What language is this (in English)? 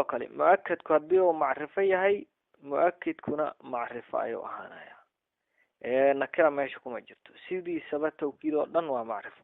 Somali